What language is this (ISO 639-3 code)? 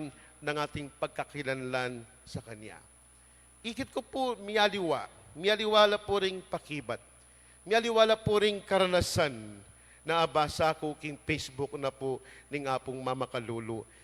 pam